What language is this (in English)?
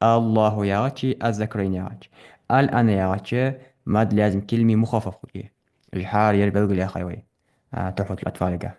Ingush